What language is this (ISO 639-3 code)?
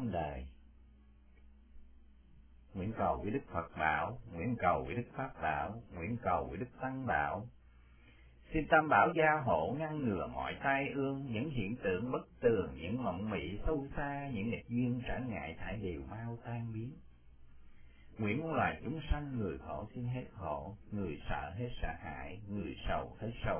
vie